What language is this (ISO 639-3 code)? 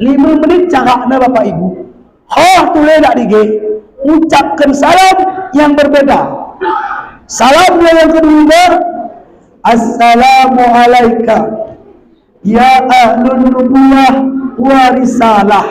btz